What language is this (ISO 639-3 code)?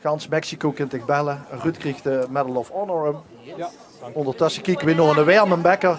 lim